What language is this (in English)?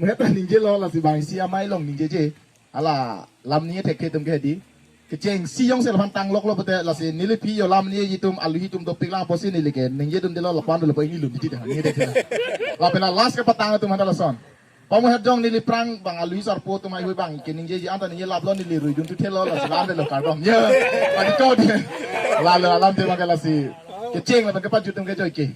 Karbi